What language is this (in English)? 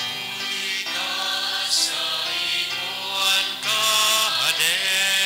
Bikol